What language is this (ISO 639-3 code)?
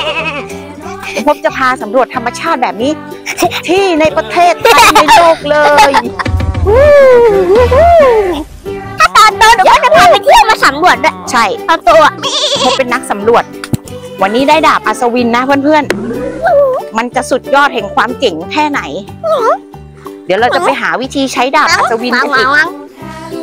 tha